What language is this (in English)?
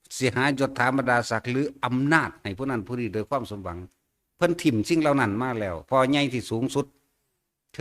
Northeastern Thai